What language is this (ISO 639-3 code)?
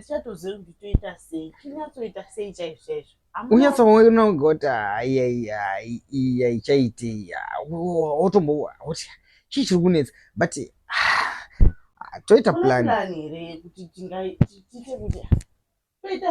sna